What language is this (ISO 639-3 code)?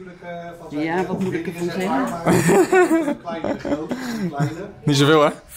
nld